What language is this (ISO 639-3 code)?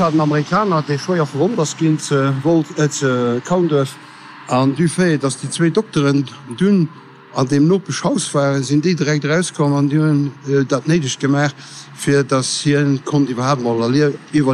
ltz